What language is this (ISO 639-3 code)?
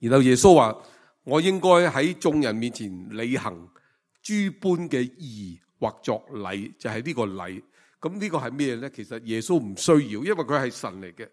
yue